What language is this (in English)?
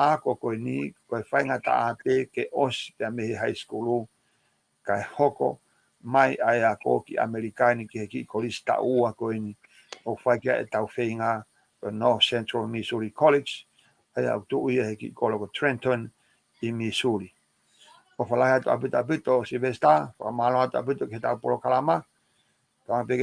Tongan